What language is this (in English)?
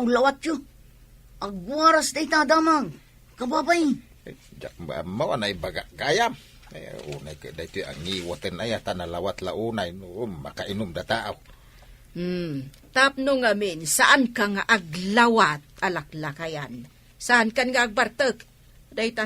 Iloko